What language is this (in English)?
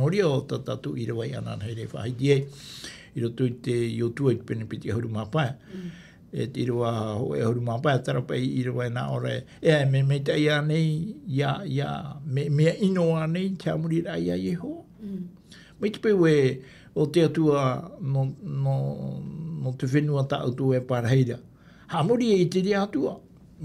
Tahitian